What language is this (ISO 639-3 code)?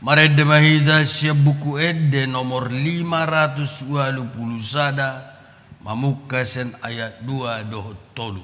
bbc